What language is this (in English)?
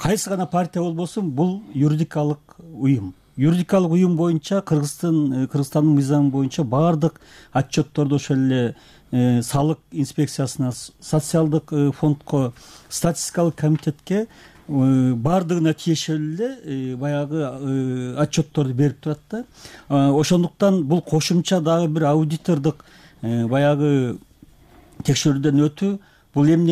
Kyrgyz